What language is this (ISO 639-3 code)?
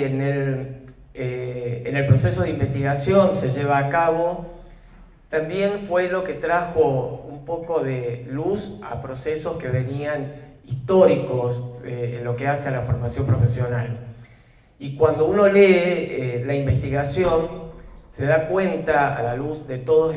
spa